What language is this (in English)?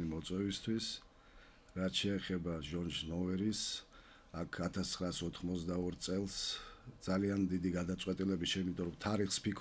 Georgian